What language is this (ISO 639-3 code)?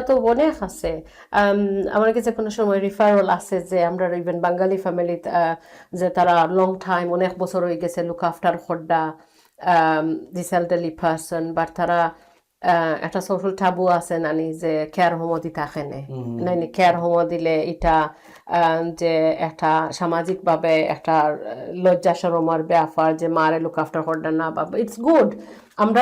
syl